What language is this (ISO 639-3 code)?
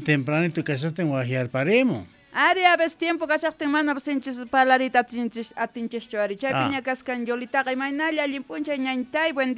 que